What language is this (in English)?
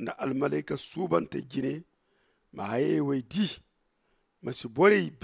Zarma